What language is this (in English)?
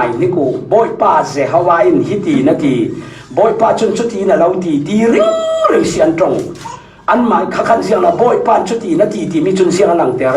Falam Chin